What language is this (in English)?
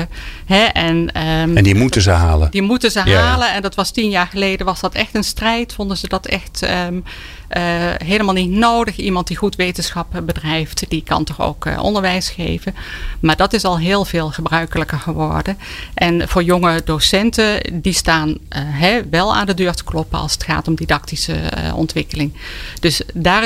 Dutch